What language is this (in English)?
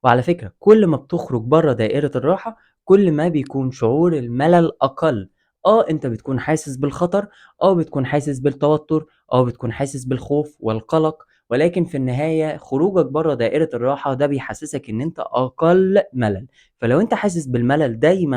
Egyptian Arabic